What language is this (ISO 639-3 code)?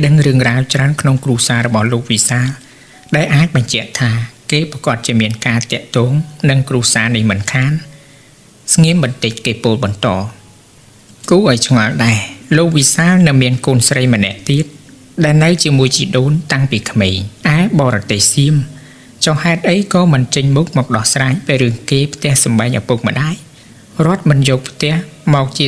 khm